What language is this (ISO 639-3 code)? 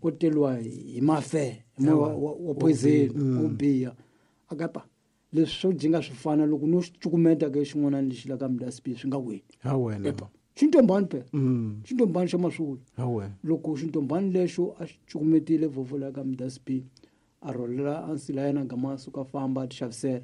tso